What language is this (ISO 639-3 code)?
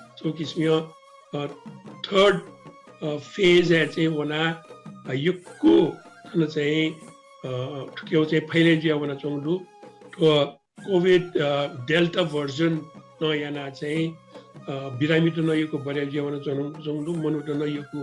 new